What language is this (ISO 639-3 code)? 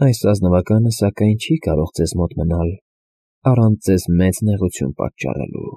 hye